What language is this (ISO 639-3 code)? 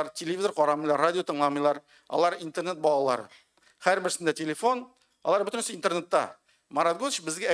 tat